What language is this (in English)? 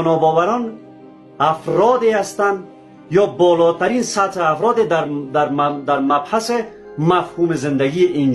Persian